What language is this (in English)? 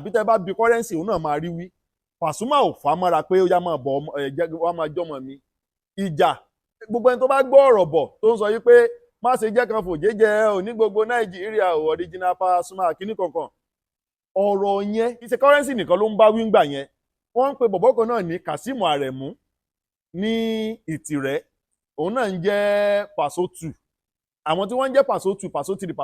Yoruba